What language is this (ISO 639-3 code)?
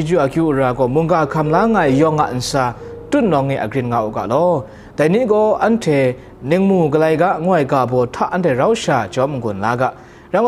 kac